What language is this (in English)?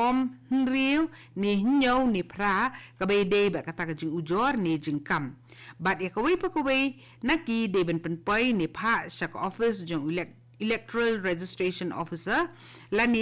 Khasi